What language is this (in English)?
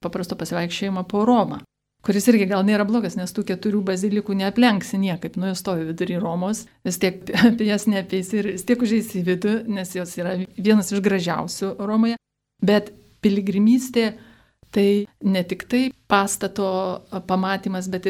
Lithuanian